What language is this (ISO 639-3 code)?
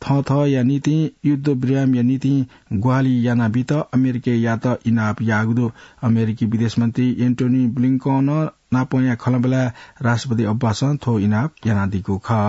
new